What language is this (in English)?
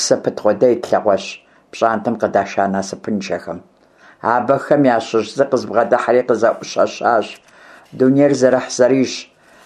Kabardian